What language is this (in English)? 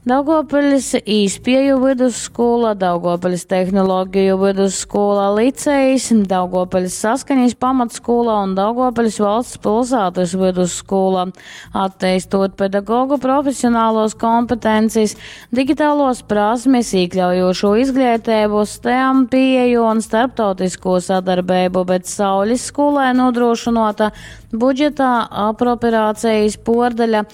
Latgalian